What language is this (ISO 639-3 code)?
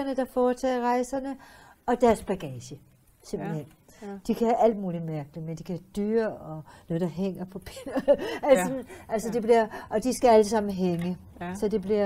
dan